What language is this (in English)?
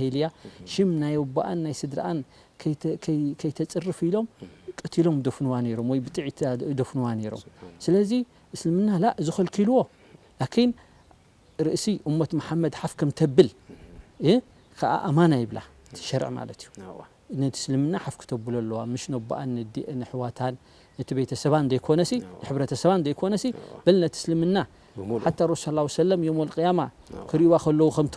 Tigrinya